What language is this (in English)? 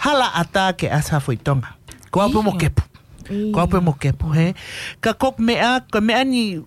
Tongan